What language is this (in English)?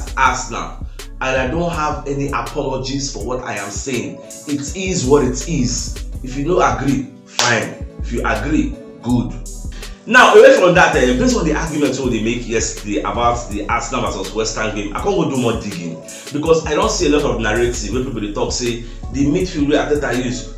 Nigerian Pidgin